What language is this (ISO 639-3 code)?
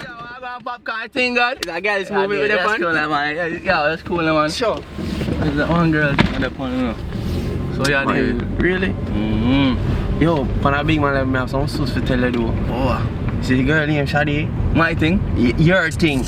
jam